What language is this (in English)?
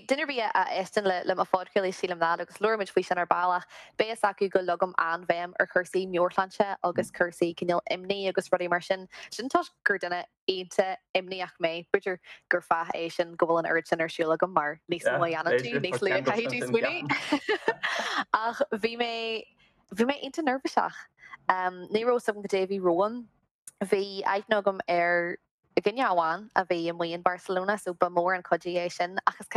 Irish